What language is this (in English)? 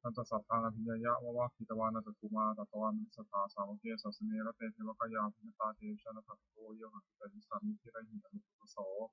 Pali